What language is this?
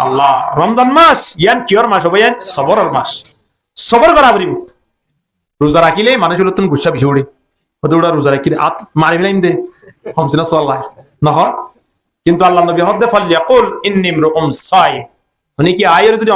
Rohingya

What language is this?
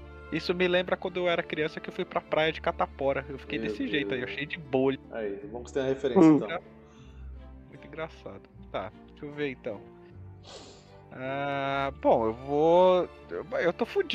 Portuguese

